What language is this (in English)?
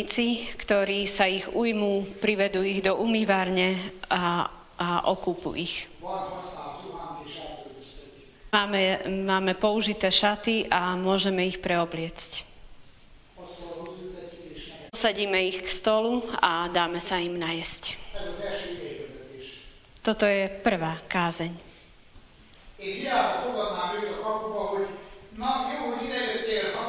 Slovak